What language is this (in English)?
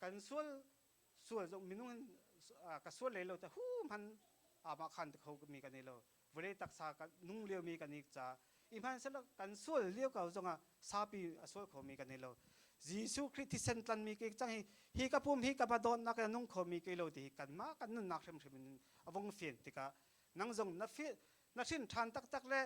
Hakha Chin